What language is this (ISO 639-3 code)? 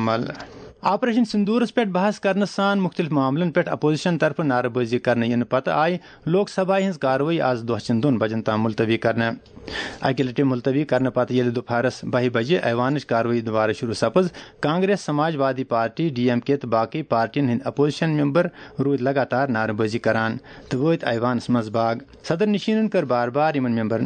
kas